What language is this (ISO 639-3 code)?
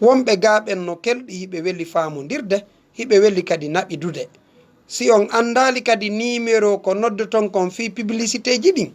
ful